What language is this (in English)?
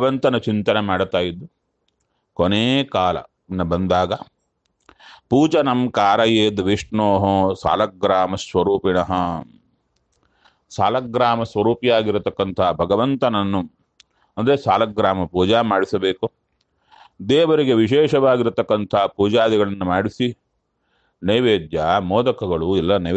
Kannada